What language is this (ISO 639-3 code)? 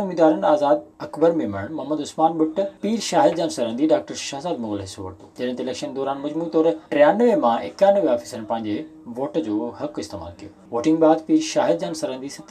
snd